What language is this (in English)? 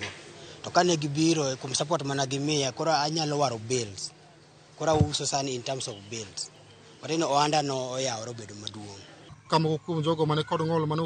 Luo (Kenya and Tanzania)